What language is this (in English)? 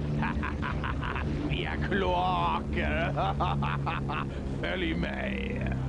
Swedish